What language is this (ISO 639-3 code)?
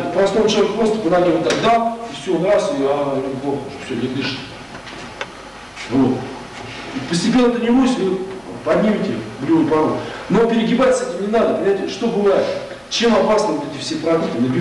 rus